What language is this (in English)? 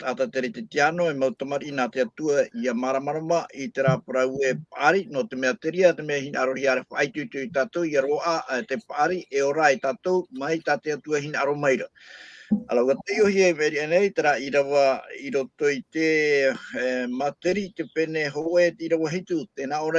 Tahitian